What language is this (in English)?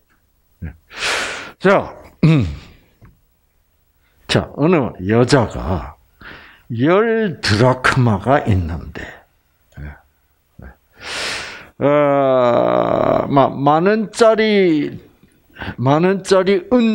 Korean